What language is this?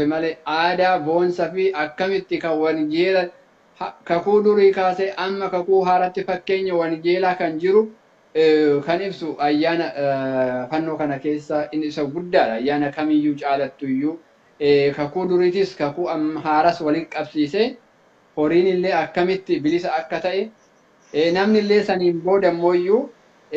Oromo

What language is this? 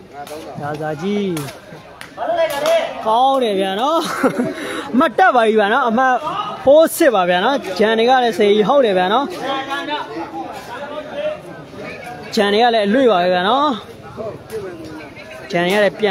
Burmese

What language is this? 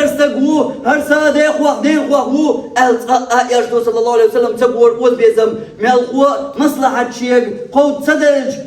Chechen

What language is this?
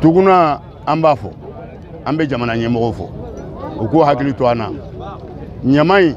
Bambara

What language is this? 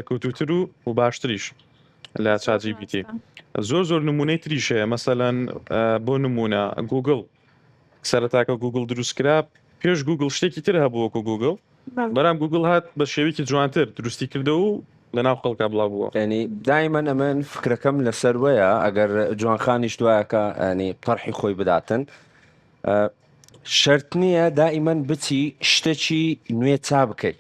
Central Kurdish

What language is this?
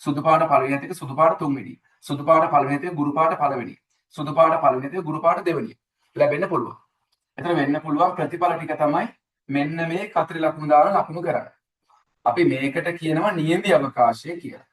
Sinhala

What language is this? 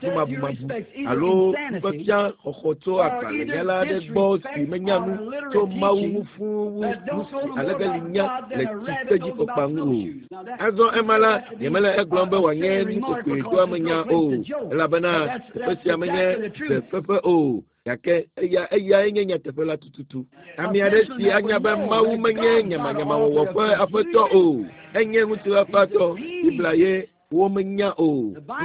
Ewe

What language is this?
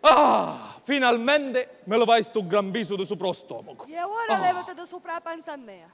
Sicilian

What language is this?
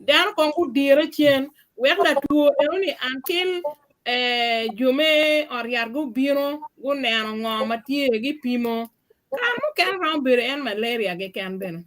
Acoli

